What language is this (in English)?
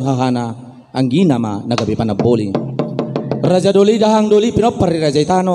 Batak Toba